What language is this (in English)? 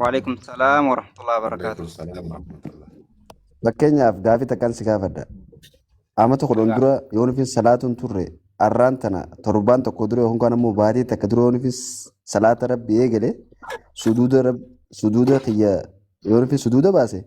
Oromo